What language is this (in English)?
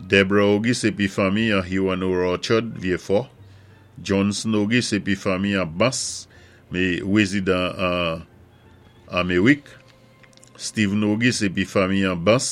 Saint Lucian Creole French